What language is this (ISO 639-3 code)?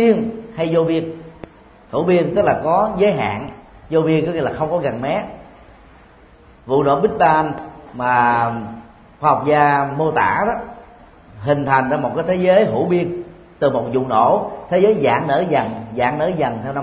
vie